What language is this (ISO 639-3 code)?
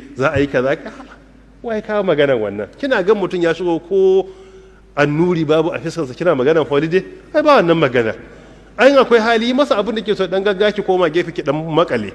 hau